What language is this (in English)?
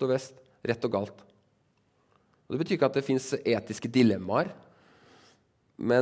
Norwegian